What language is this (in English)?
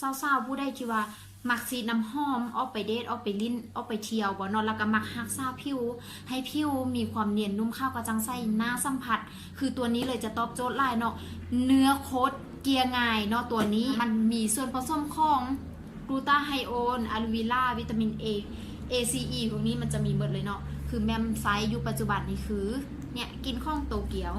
Lao